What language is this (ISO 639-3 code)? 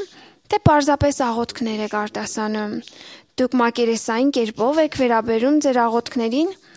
hye